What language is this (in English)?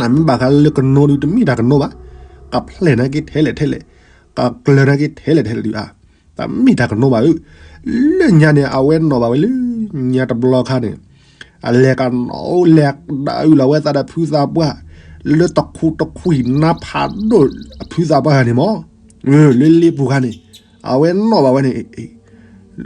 S'gaw Karen